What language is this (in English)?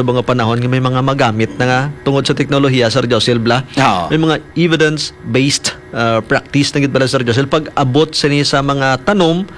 Hiligaynon